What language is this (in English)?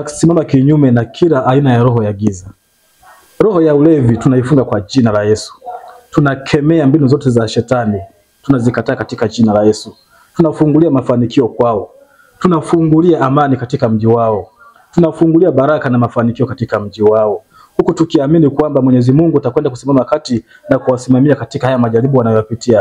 Swahili